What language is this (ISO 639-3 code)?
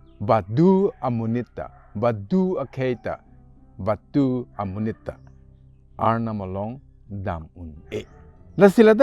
mjw